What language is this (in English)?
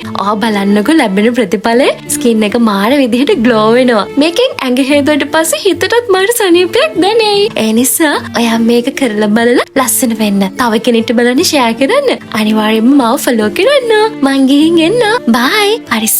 Sinhala